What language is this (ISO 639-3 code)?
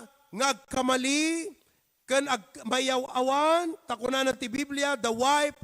ilo